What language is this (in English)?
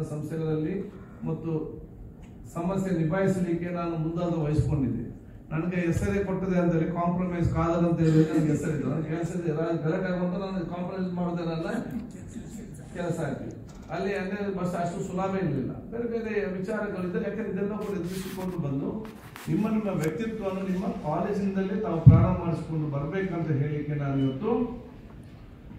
Kannada